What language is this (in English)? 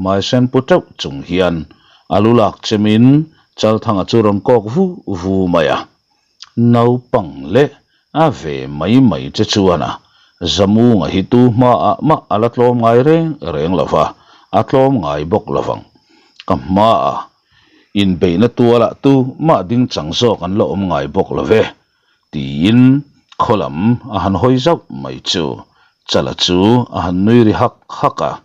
Mizo